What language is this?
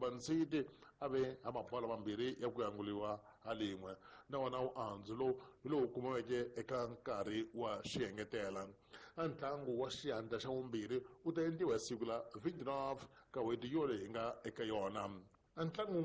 Tsonga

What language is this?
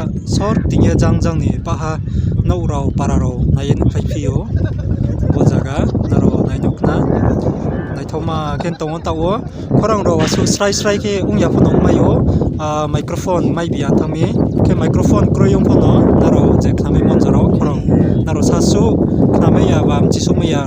Riang (India)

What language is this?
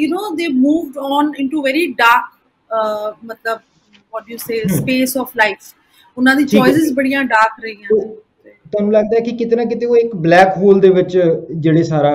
Punjabi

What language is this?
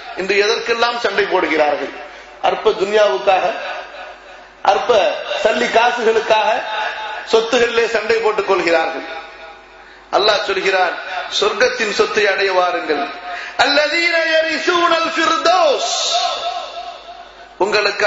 Tamil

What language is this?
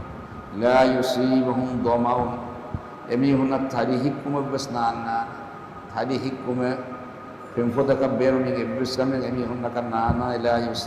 Divehi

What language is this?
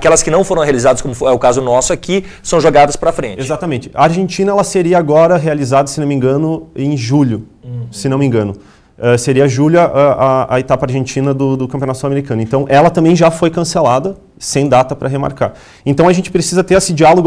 Portuguese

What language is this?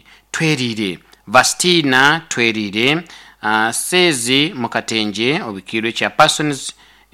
Nyoro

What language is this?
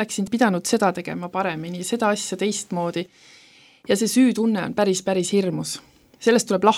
Estonian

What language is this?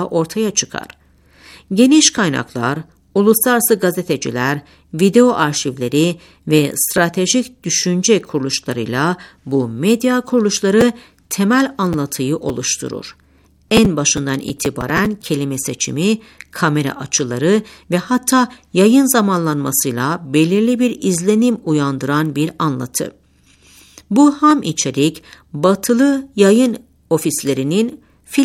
Turkish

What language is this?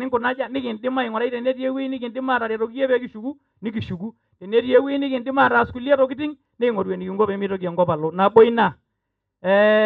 Masai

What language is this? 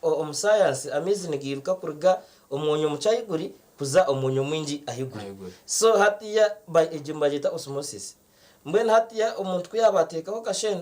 Nyankole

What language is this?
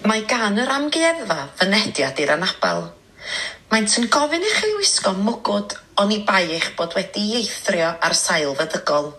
Welsh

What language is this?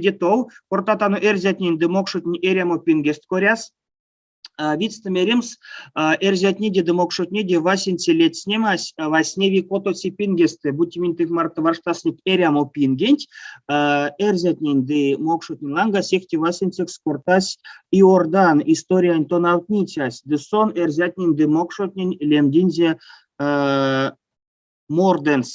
Erzya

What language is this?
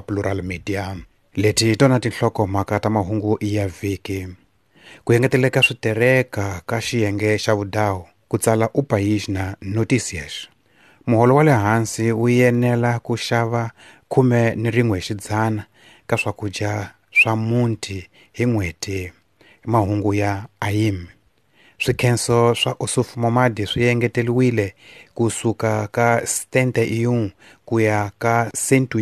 Tsonga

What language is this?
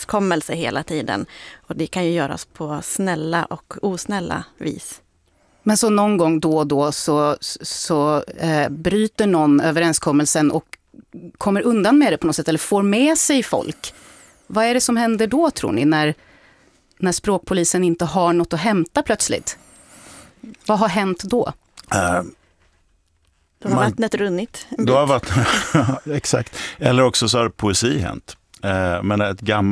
Swedish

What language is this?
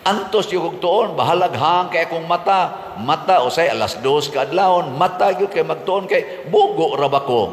Cebuano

